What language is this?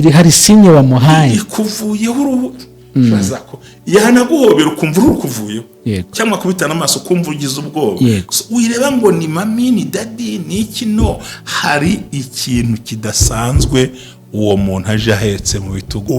Kinyarwanda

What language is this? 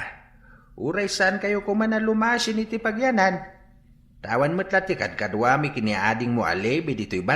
Iloko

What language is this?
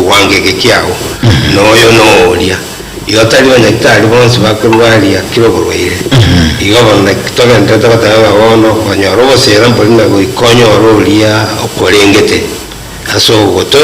Gusii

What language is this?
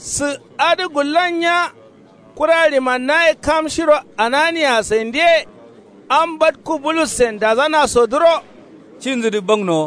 Kanuri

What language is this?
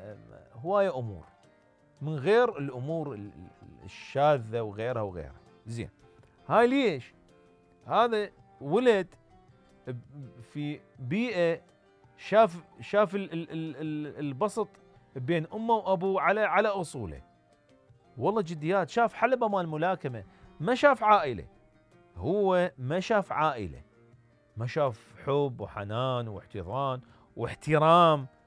Mesopotamian Arabic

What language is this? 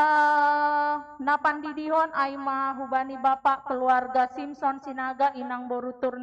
Batak Simalungun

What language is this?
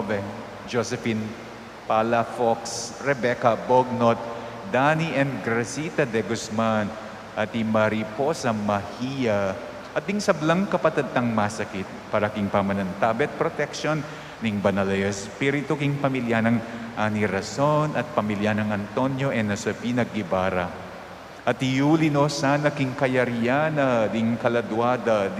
Pampanga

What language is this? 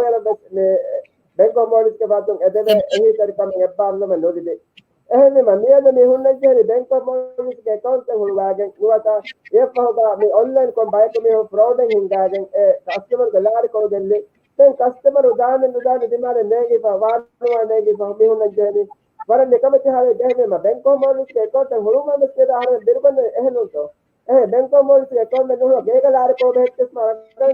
Divehi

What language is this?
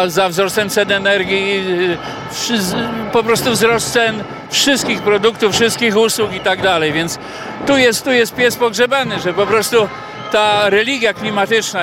Polish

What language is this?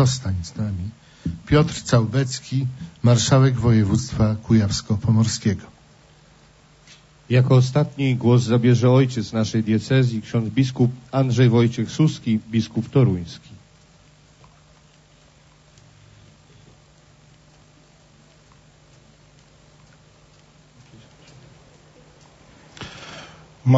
Polish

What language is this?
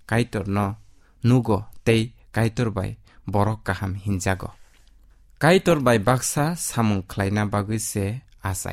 Kok Borok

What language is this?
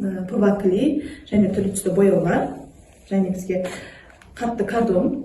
Kazakh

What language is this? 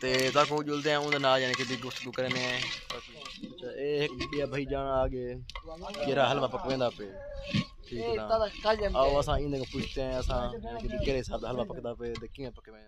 Saraiki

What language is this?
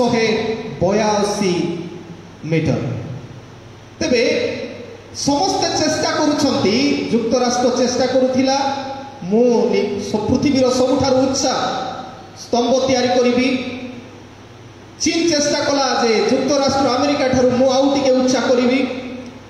Odia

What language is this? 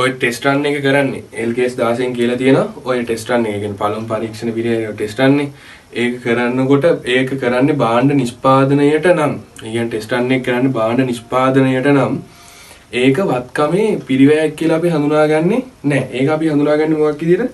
Sinhala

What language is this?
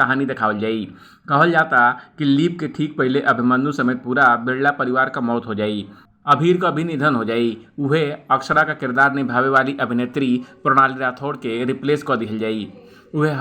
Bhojpuri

